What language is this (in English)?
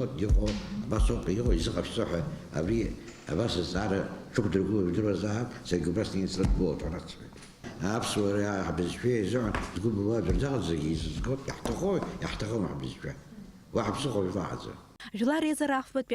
Abkhazian